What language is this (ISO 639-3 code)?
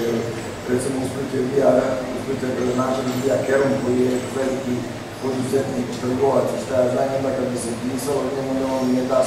hrv